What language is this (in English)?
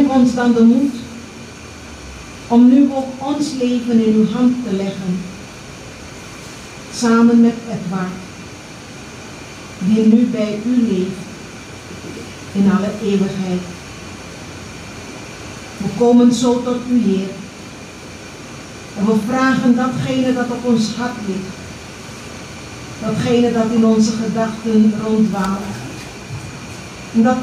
Dutch